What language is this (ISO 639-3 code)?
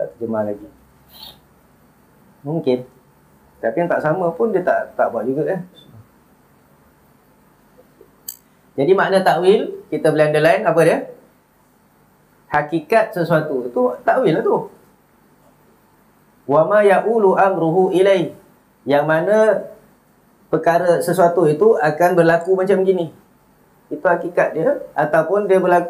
msa